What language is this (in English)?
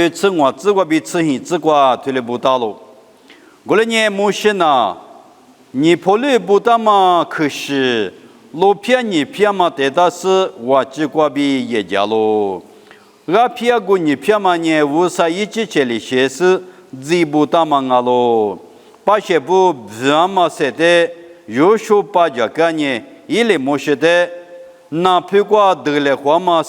Lisu